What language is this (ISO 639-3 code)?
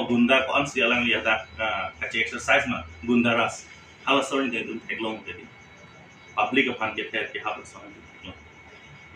mjw